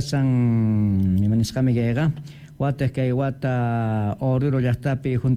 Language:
South Bolivian Quechua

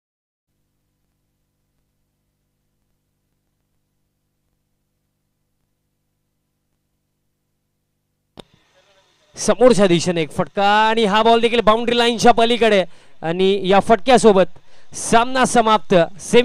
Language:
Marathi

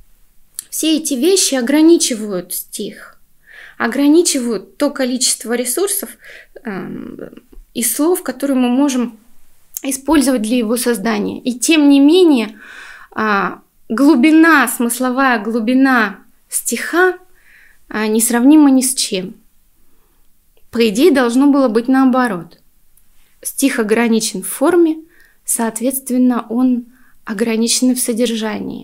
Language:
Russian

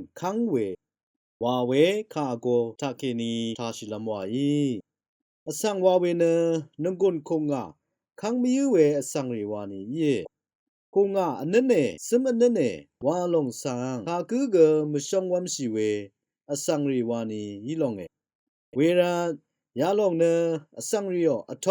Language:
Rawang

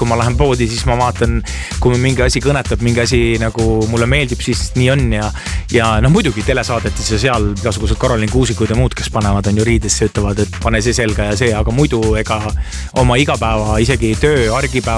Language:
Estonian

